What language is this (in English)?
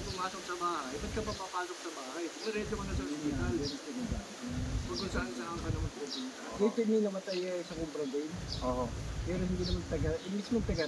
Filipino